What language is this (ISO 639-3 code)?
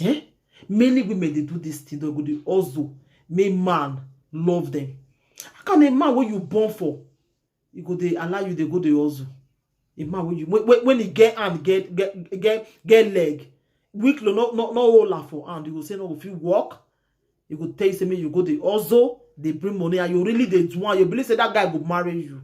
pcm